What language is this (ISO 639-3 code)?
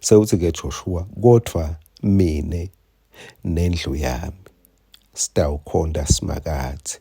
ssw